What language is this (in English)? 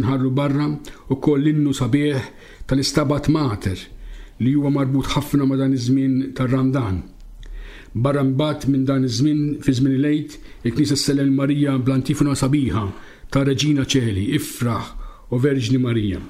Maltese